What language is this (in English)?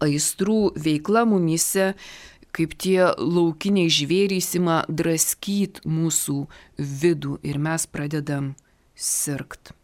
Lithuanian